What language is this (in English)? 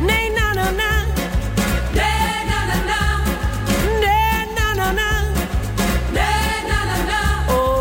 German